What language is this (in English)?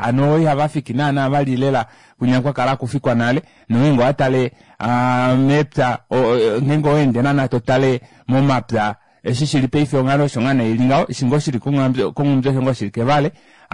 Kuanyama